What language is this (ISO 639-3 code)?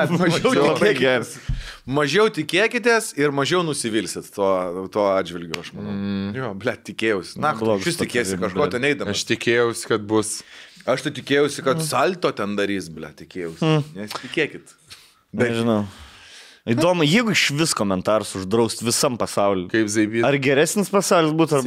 lit